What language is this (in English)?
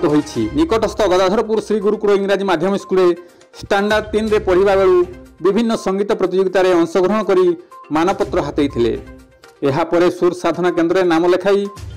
Odia